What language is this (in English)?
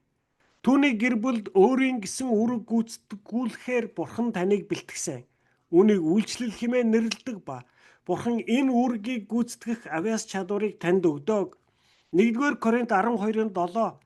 Mongolian